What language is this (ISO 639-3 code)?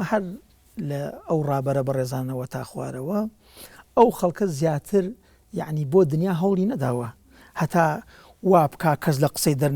ckb